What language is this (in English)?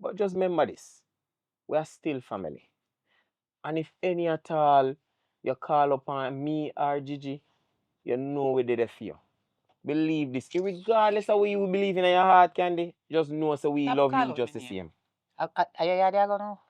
Jamaican Creole English